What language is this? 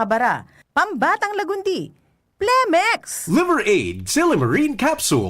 Bikol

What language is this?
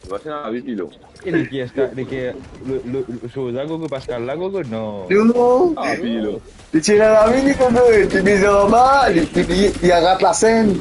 Morisyen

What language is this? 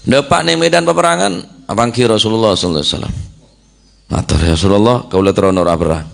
Madurese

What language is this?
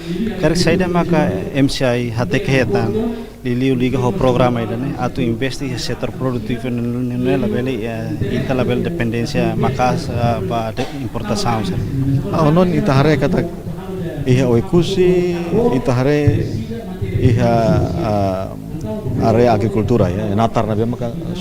Tetum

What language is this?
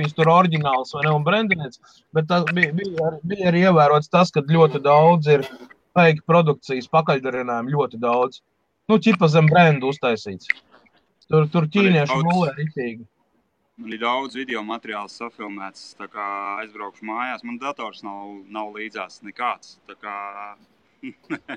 Latvian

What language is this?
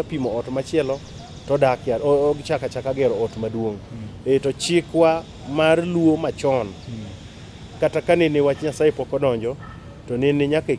Luo (Kenya and Tanzania)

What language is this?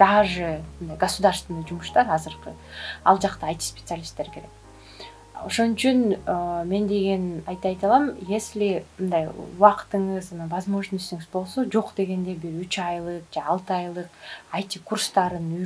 Kyrgyz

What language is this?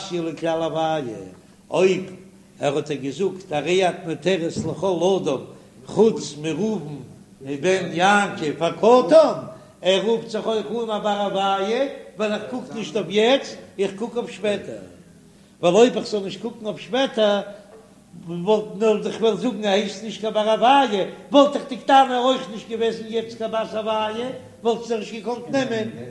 Yiddish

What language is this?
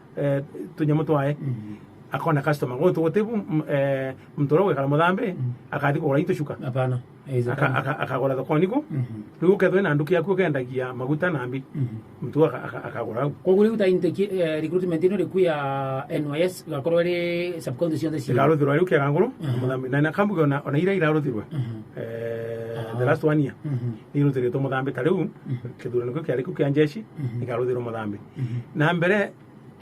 Meru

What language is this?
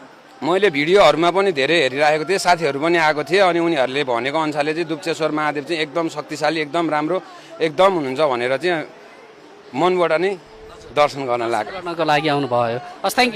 Nepali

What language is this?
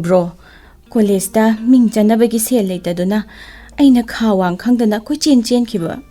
Manipuri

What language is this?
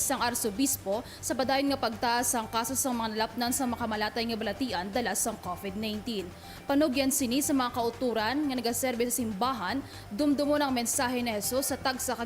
Hiligaynon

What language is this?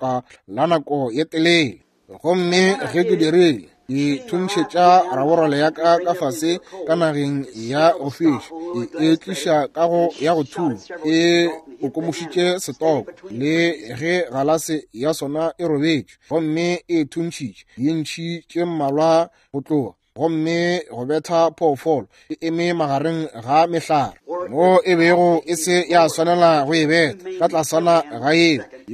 Northern Sotho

